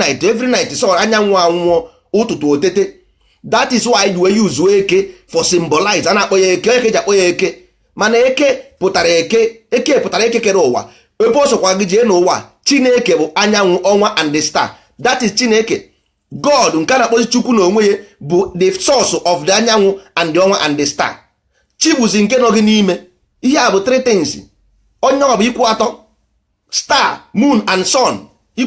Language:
Igbo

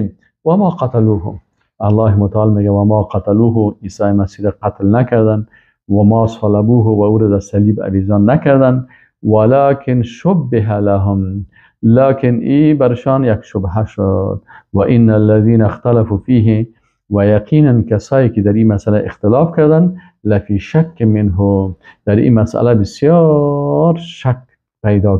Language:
Persian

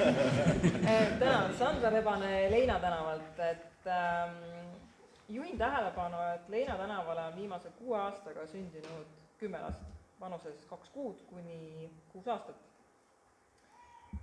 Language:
Estonian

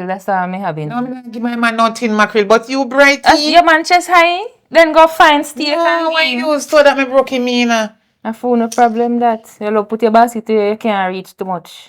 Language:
Jamaican Creole English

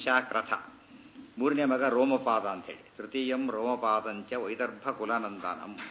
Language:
Kannada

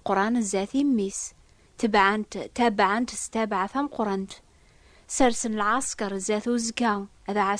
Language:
Kabyle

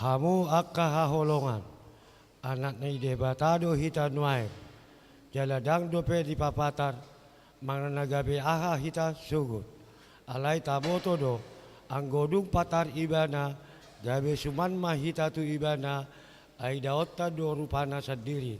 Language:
Batak Toba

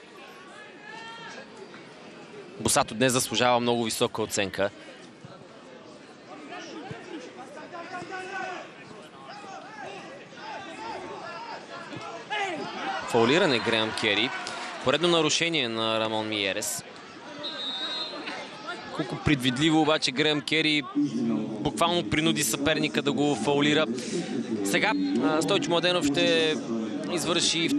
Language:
Bulgarian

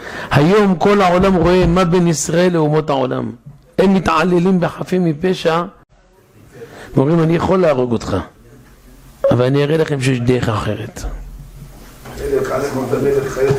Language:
Hebrew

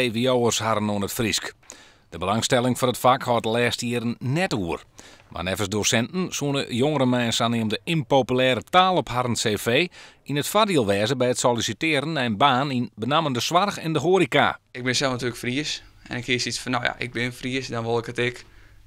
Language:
Western Frisian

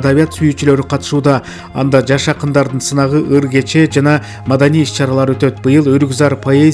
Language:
Kyrgyz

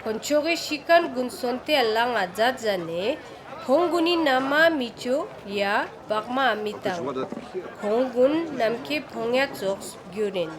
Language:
Ladakhi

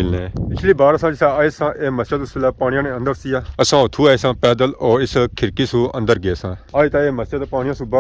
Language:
Pahari-Potwari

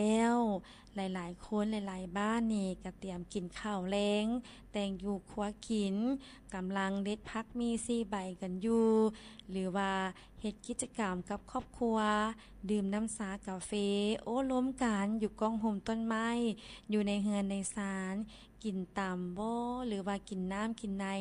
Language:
Lao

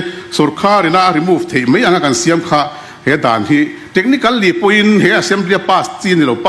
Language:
Mizo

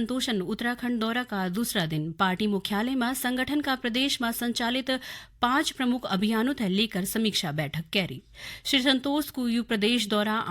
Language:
Garhwali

